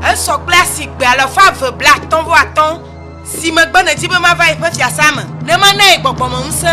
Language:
Ewe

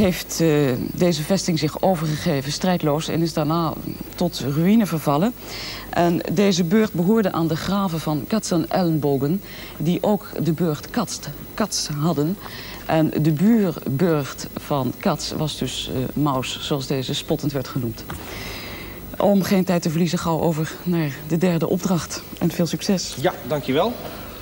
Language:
Dutch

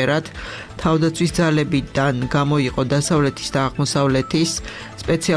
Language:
Georgian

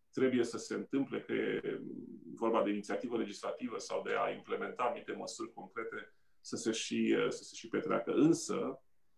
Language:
Romanian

